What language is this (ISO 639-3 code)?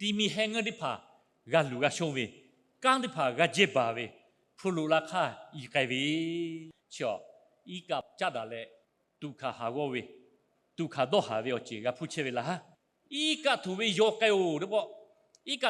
lhu